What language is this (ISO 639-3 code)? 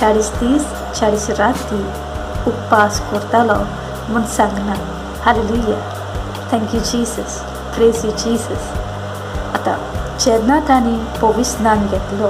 kok